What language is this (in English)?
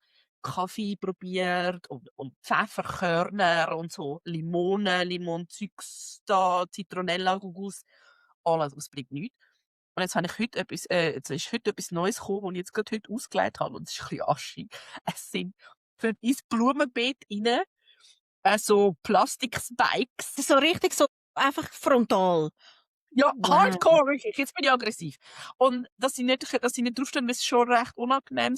Swiss German